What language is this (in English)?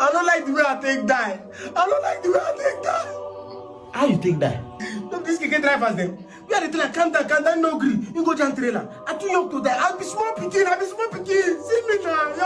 Nigerian Pidgin